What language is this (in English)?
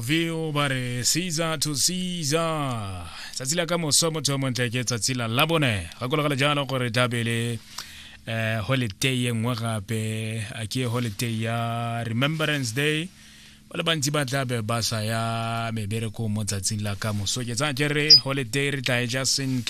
Tswana